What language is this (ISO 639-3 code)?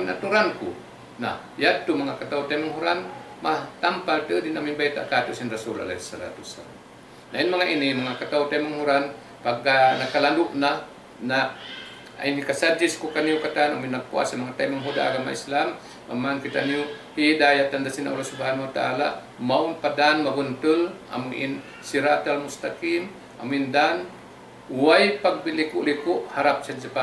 tsg